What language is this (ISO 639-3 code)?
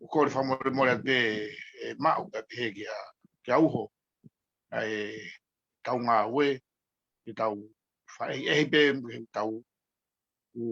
ton